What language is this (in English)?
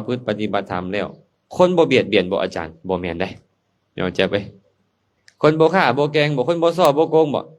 Lao